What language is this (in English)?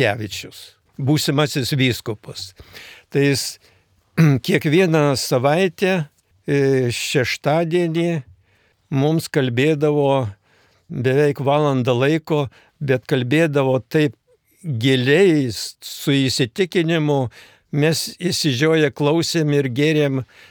Lithuanian